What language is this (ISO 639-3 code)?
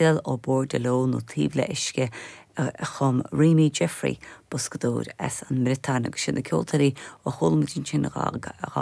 gle